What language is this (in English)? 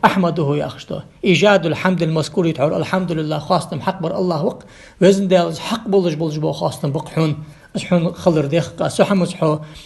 Ingush